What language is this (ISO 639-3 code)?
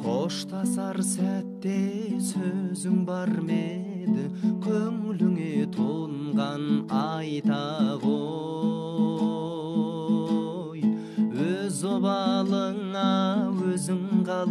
kaz